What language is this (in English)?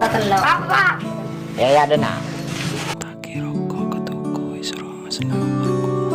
Madurese